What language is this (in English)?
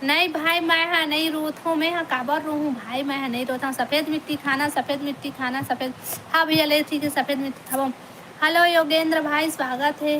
Chhattisgarhi